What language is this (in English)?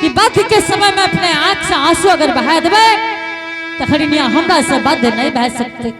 Angika